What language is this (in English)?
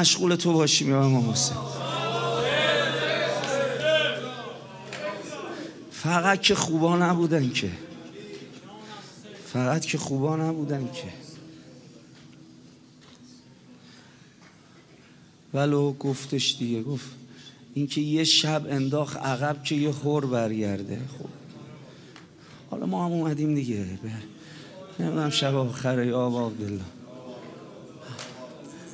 Persian